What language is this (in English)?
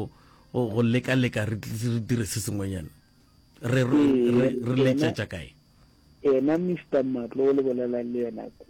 Northern Sotho